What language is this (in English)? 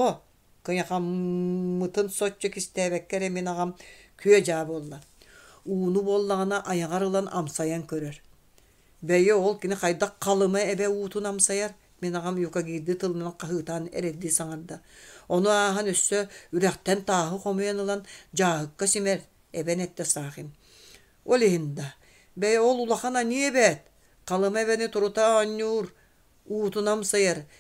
Yakut